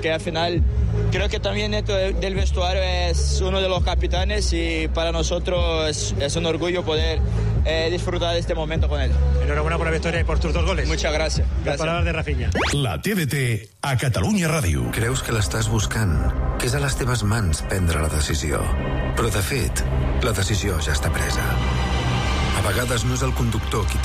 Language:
Catalan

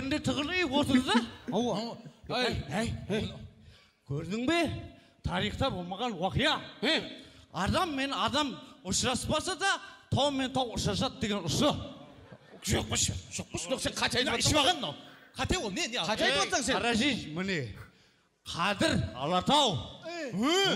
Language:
Kara-Kalpak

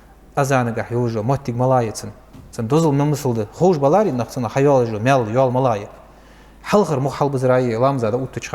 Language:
Ingush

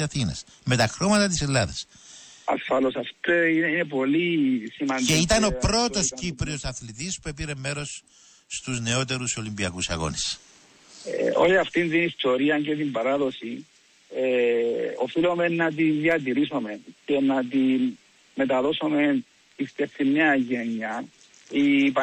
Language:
Greek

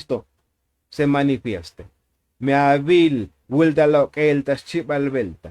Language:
Tzotzil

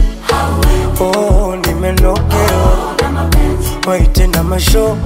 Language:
Swahili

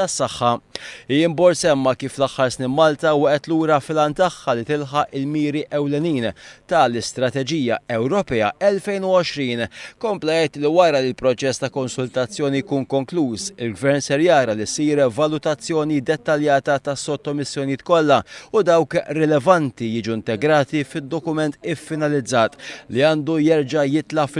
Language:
Maltese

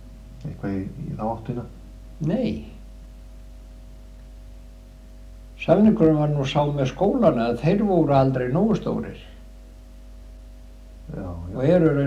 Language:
Icelandic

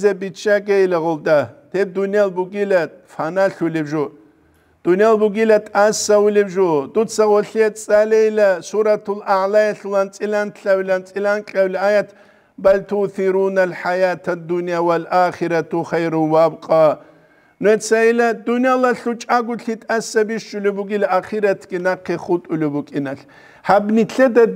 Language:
Avaric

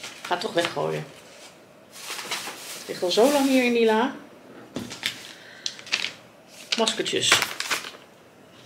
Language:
Dutch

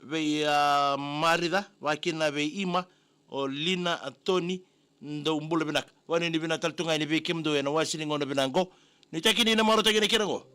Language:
Fijian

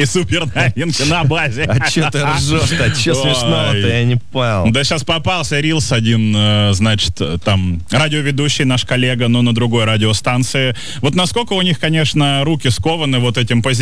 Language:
Russian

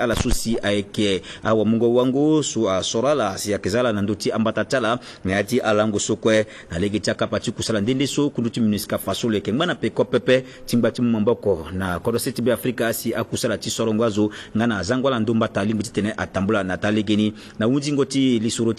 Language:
Sango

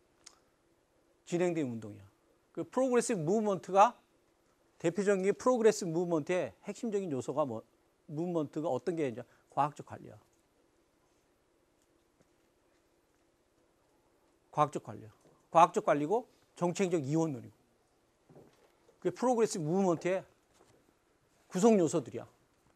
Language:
Korean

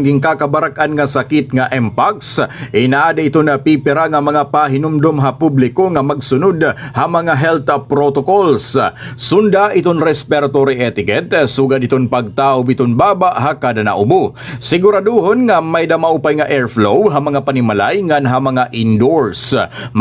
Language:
Waray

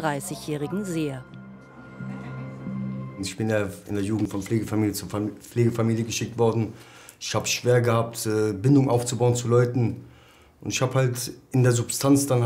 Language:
German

